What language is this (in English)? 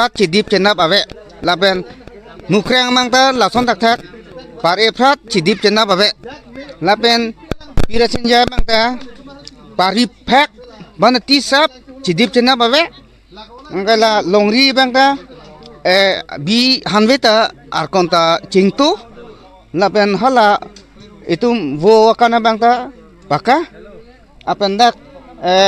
Karbi